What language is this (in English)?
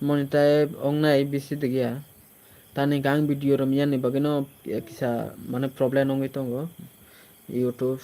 Kok Borok